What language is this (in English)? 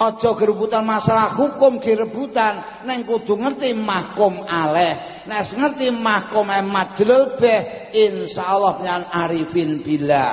Javanese